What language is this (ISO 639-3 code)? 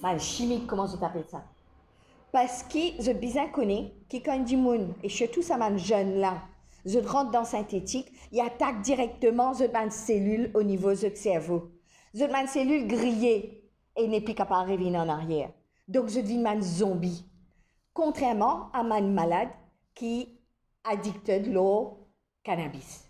mfe